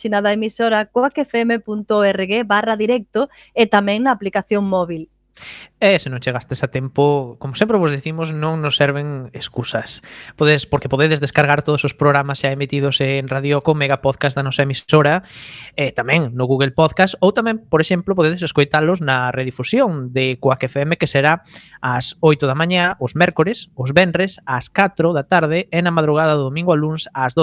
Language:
Galician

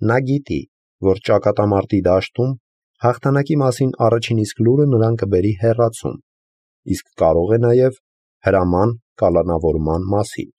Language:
Armenian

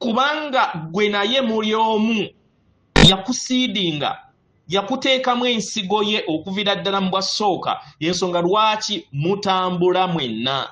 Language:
Ganda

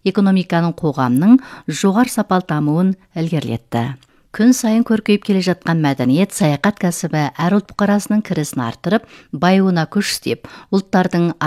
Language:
Kazakh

